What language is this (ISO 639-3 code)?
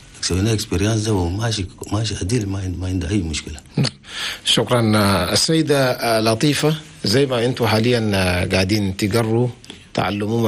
shu